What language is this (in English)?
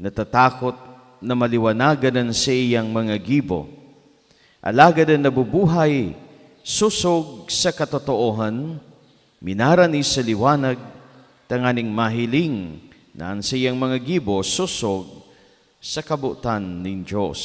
Bikol